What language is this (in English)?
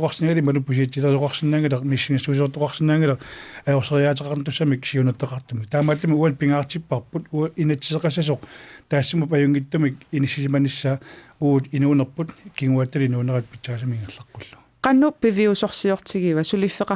Kalaallisut